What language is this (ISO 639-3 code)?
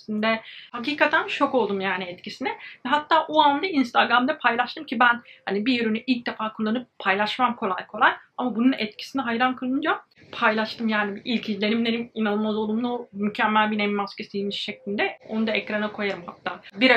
tur